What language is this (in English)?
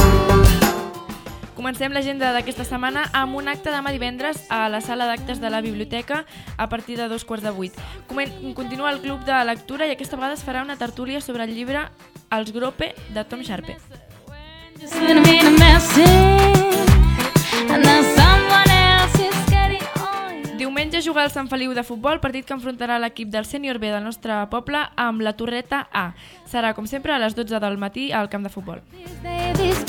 Catalan